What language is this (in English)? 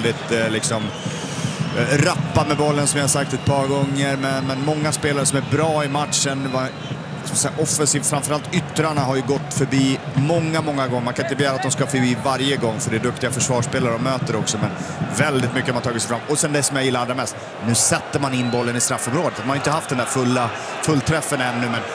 Swedish